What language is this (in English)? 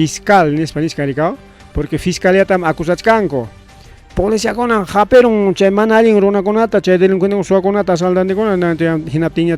Ayacucho Quechua